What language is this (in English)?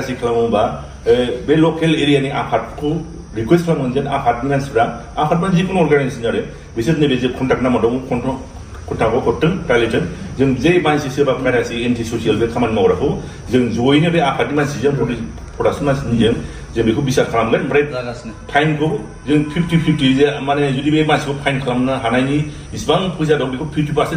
Bodo